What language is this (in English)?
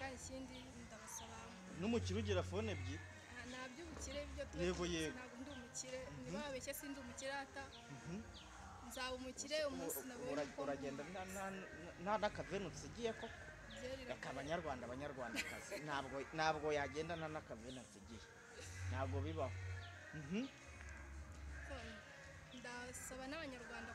Kinyarwanda